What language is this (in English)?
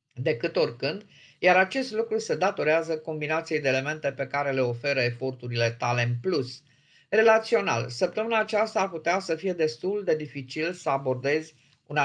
Romanian